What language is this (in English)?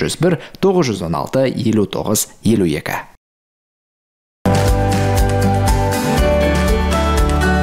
Kazakh